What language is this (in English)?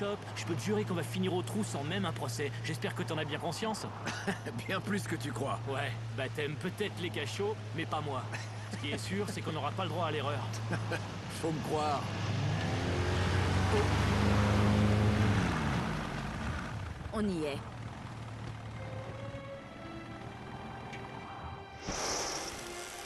French